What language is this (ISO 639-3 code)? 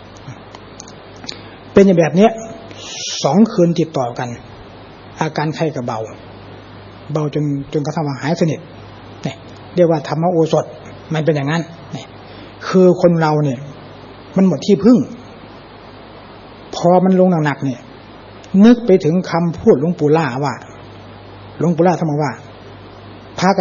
tha